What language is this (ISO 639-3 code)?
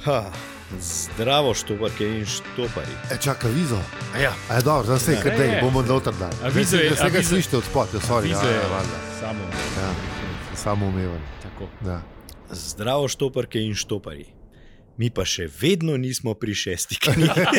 slv